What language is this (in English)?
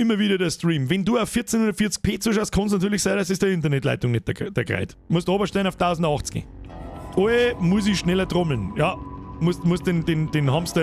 Bavarian